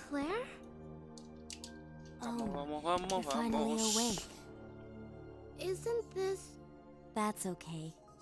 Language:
Spanish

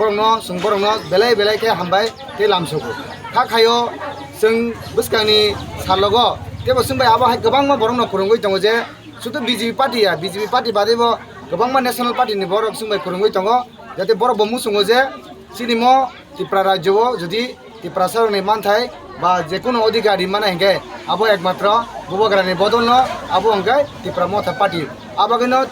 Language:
Kok Borok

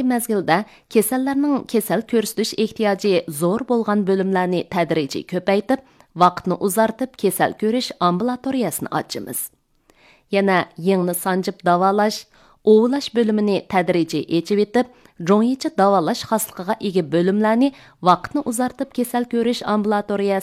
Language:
Uyghur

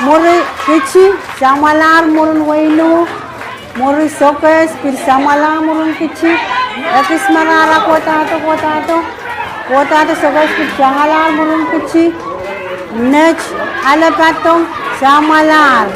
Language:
Pohnpeian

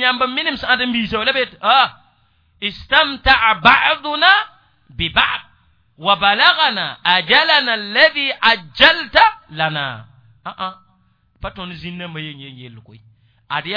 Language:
Mossi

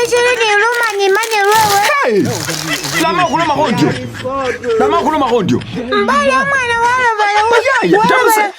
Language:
Masaaba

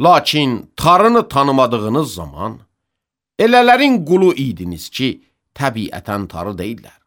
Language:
Azerbaijani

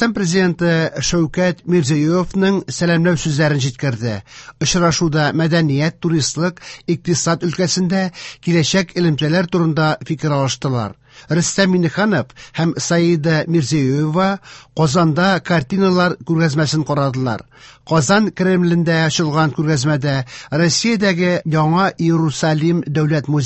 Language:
Tatar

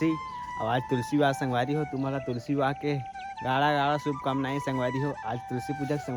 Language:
Chhattisgarhi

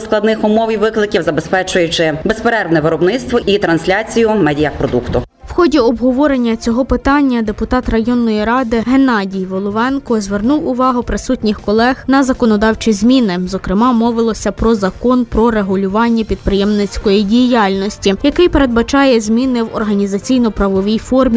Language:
Ukrainian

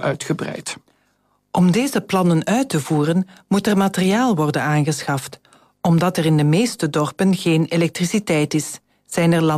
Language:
Dutch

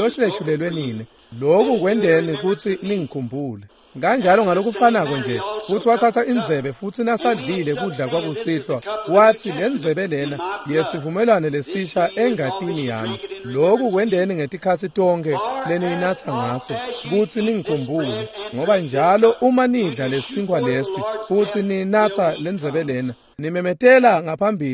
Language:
Swati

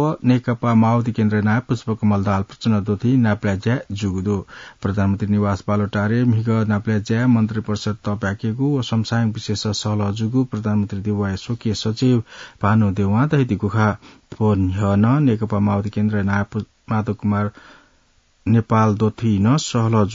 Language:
Newari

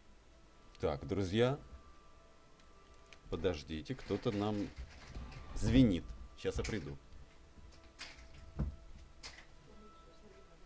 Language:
Russian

